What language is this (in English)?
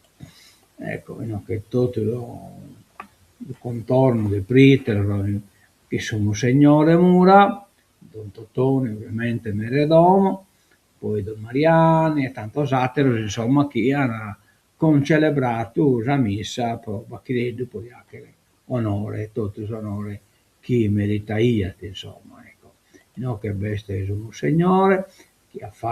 Sardinian